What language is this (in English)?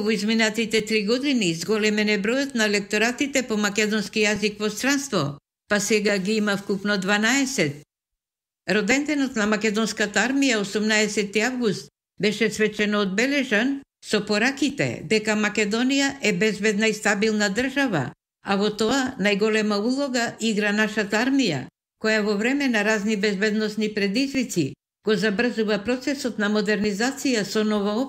Macedonian